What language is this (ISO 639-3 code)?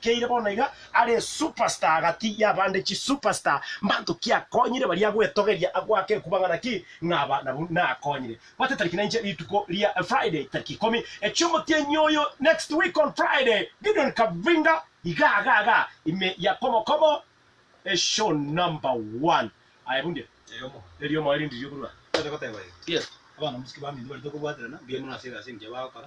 guz